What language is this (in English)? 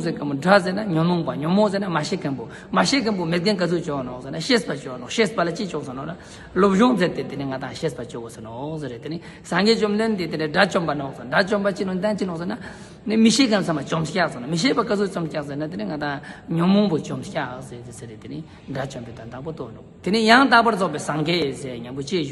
Tibetan